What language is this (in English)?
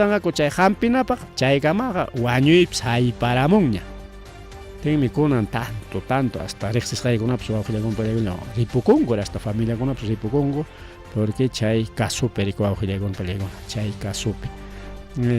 Ayacucho Quechua